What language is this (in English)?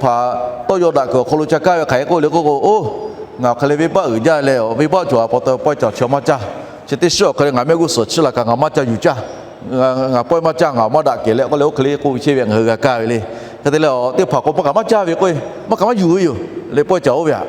Lahu